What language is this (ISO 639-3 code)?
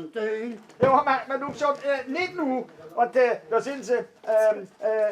lim